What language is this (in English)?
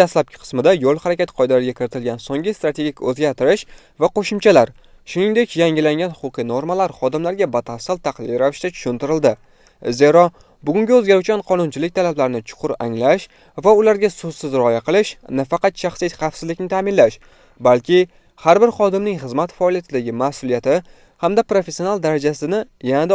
Uzbek